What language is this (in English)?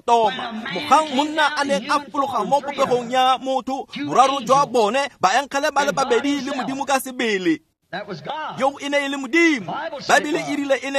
Tswana